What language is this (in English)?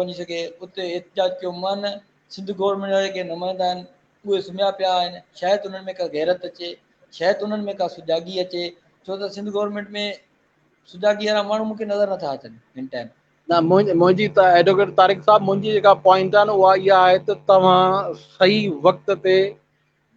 Sindhi